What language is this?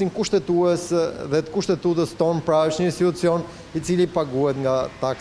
Albanian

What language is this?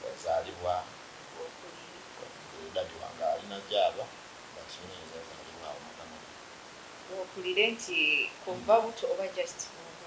Soga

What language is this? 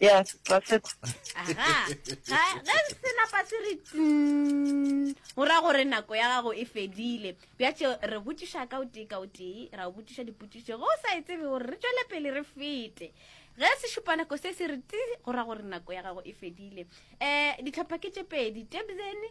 Northern Sotho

